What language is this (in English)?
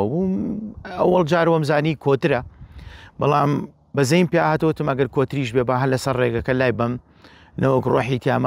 Central Kurdish